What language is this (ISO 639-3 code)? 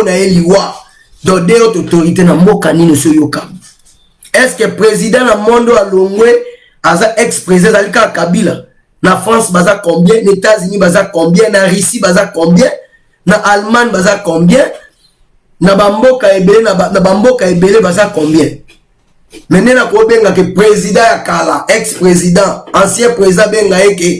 lin